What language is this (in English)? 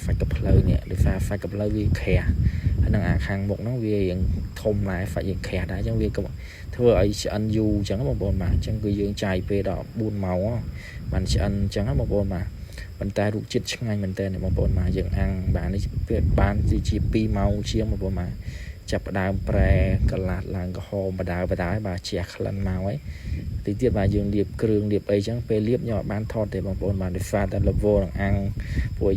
Khmer